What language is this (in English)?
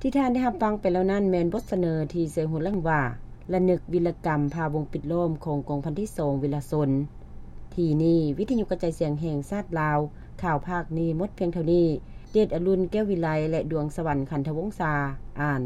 Lao